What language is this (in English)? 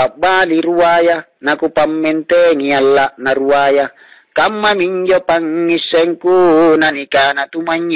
Makasar